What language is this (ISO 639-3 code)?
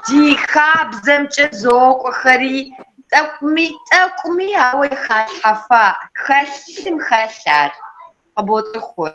kbd